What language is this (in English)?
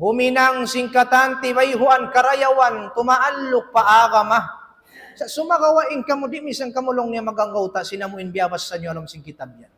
Tausug